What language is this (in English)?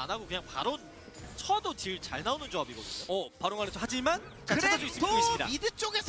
Korean